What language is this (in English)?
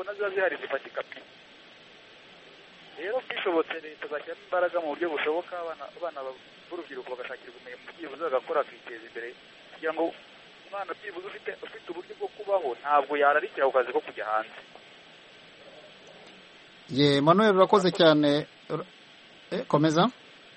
Kinyarwanda